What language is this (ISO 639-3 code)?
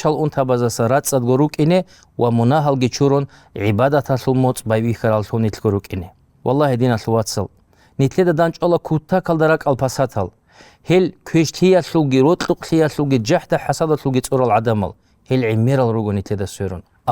ava